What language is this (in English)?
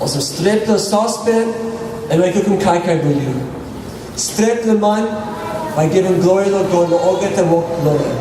Tok Pisin